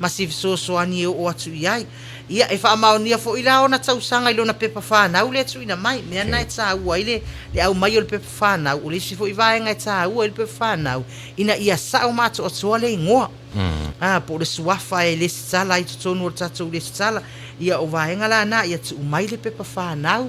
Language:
Samoan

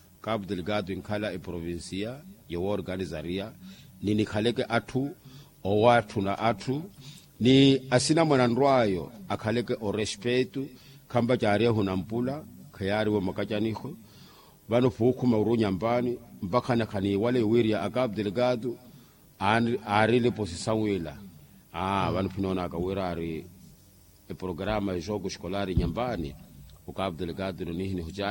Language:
Makhuwa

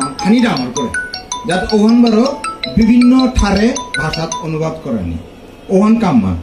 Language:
Bishnupriya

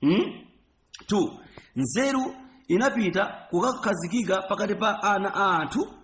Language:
Nyanja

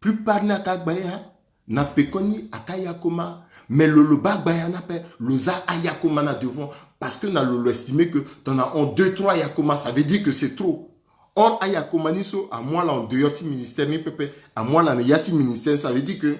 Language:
Sango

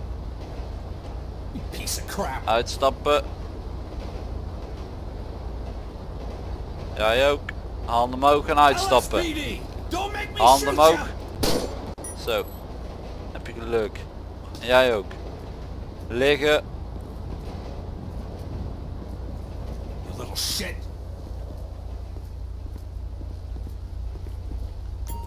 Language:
Dutch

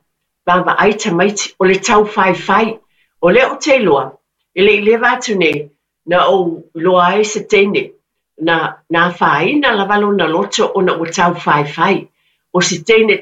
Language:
Samoan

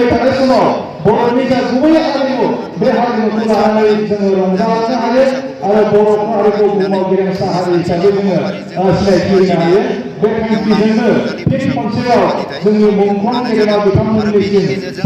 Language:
Bodo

